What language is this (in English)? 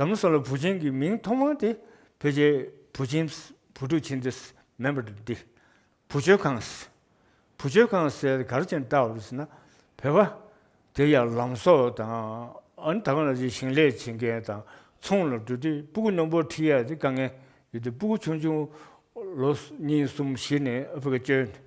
Tibetan